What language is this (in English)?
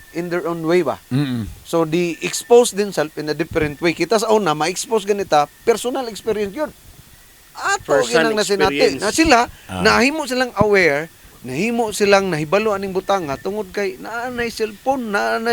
Cebuano